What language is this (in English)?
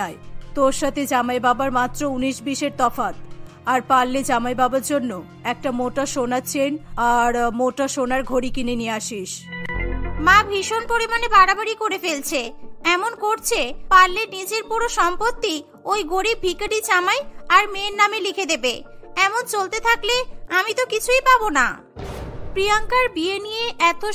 Bangla